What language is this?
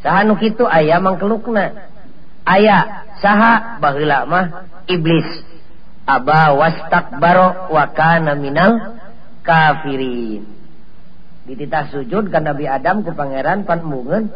Sundanese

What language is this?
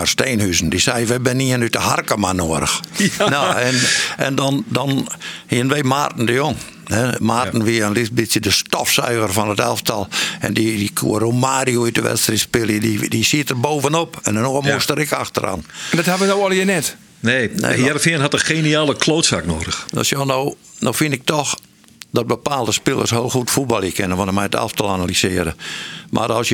Western Frisian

